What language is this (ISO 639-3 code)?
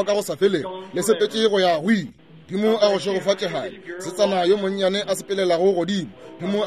nso